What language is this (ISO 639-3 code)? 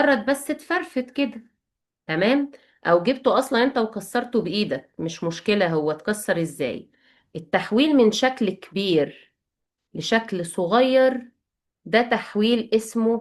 arz